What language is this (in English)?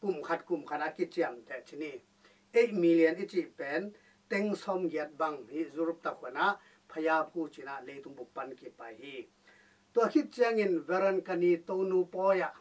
Tedim Chin